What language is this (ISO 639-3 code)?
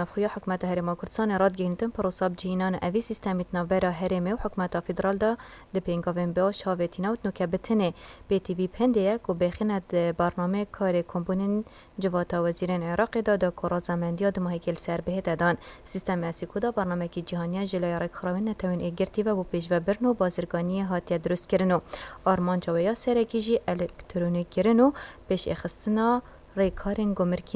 kur